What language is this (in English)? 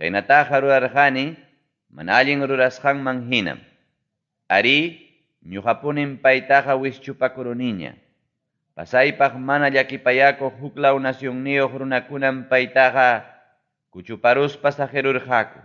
Ayacucho Quechua